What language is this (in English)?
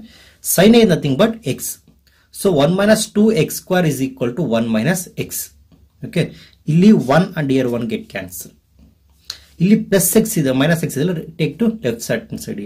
Kannada